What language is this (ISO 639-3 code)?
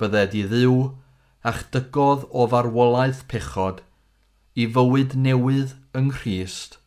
cym